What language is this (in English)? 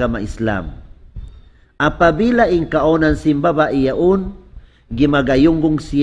Tausug